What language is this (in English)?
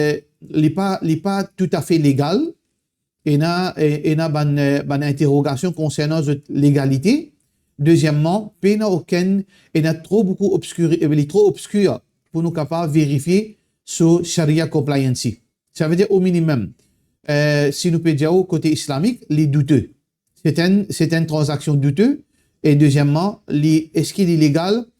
Morisyen